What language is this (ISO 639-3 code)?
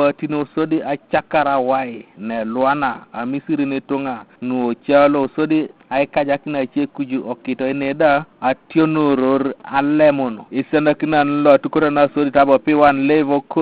teo